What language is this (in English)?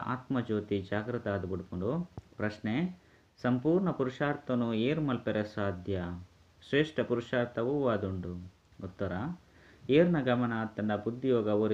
Tulu